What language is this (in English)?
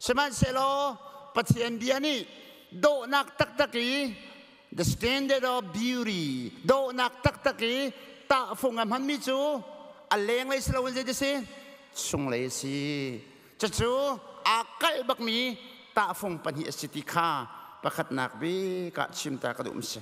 Hakha Chin